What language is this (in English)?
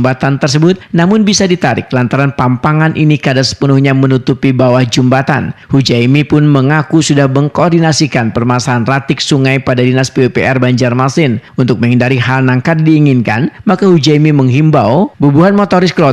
Banjar